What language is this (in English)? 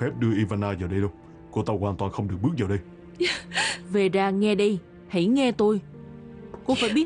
Vietnamese